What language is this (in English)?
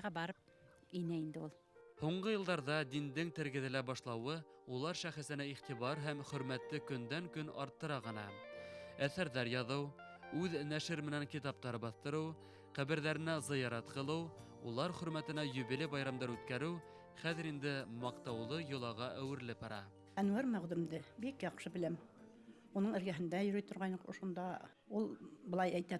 Bashkir